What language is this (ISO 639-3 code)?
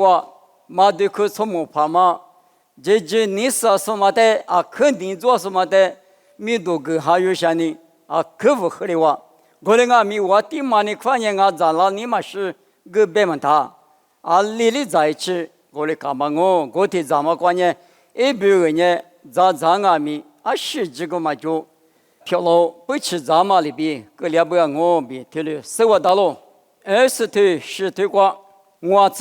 lis